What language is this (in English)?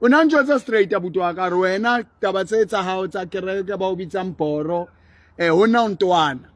Southern Sotho